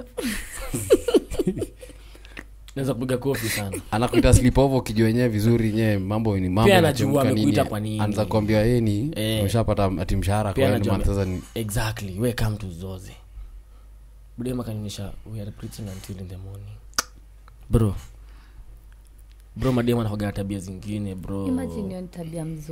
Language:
Swahili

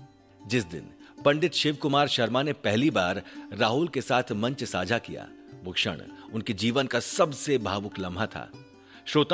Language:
Hindi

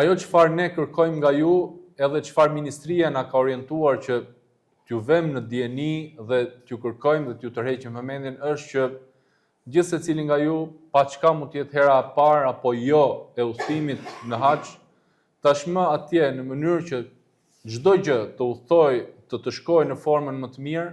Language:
Albanian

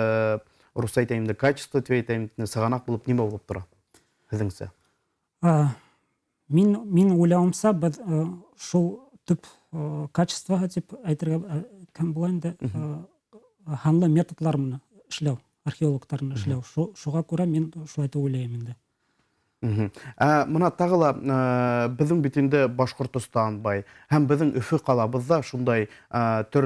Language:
Bashkir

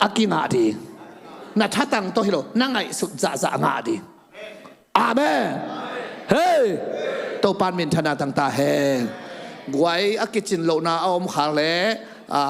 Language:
Tedim Chin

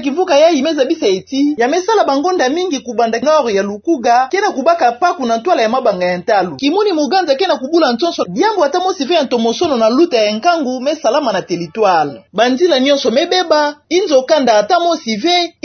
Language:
Kituba (Democratic Republic of Congo)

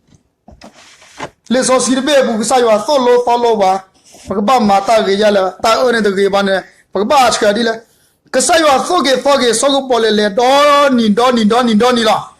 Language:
S'gaw Karen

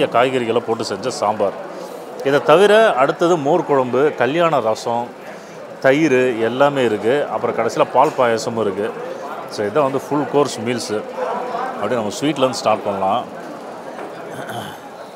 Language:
Tamil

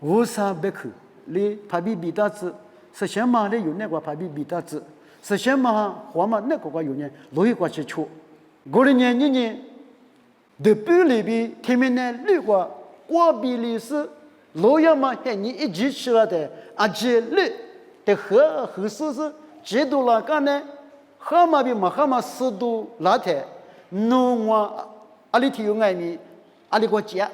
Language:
Lisu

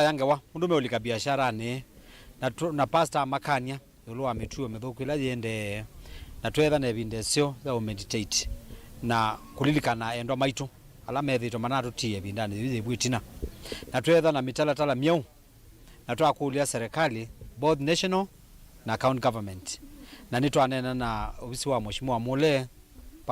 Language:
Kamba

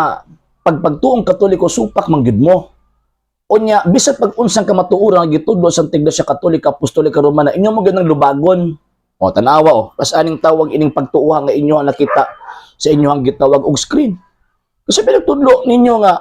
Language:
Cebuano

